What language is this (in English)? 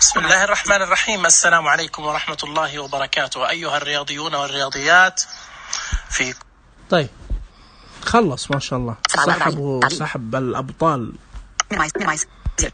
Najdi Arabic